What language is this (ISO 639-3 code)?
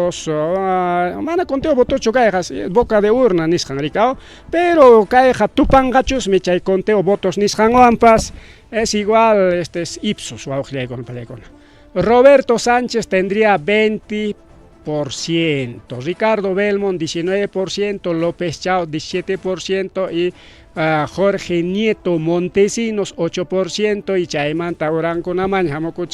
quy